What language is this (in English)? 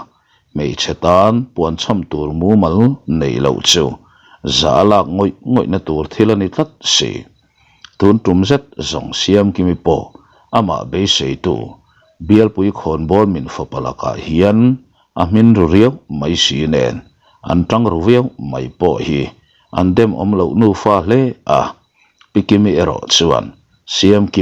Mizo